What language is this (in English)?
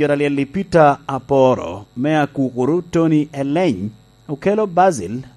Lango (Uganda)